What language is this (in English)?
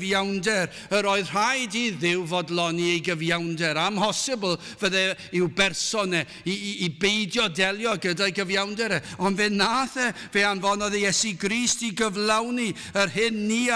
Welsh